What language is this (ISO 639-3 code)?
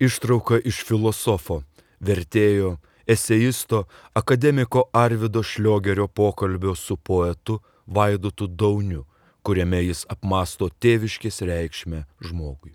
lit